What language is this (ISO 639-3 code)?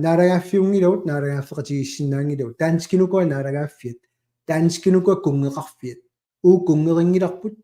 kal